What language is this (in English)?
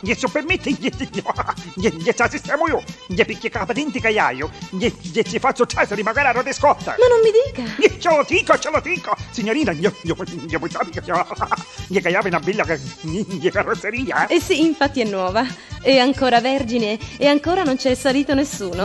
Neapolitan